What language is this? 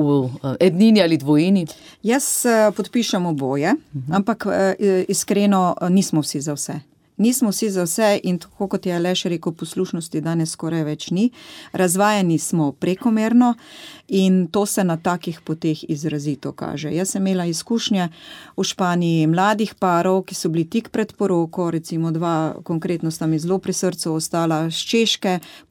Slovenian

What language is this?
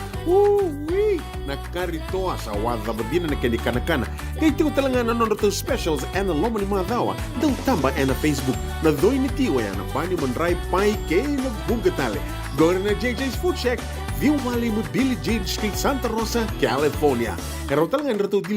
Fijian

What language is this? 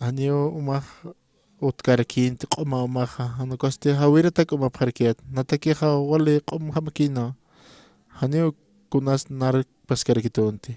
Aymara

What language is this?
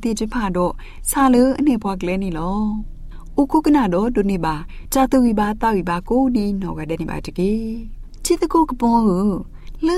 Burmese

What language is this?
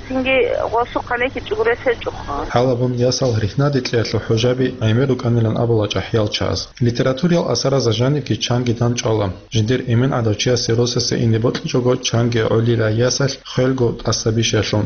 Avaric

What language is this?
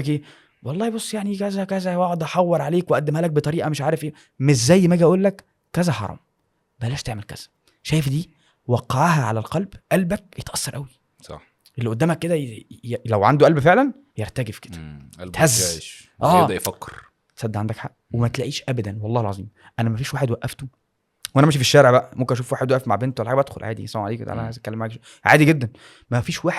Egyptian Arabic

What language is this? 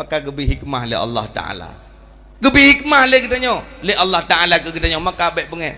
Achinese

